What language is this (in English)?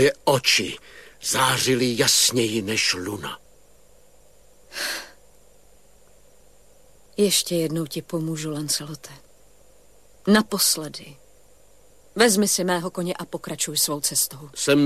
Czech